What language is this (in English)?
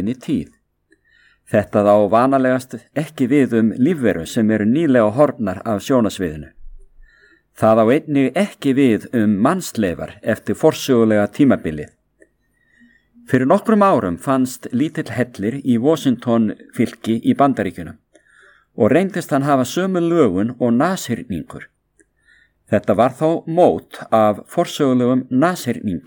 Icelandic